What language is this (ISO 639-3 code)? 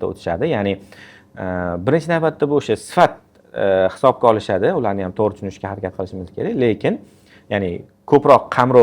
uzb